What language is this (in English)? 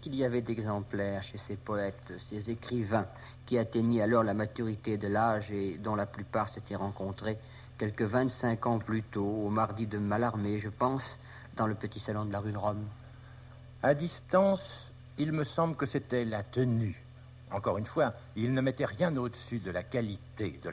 French